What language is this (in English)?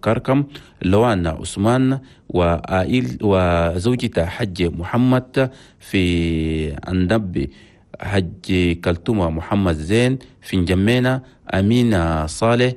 Chadian Arabic